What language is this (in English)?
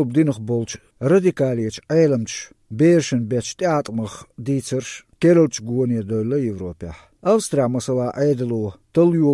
Chechen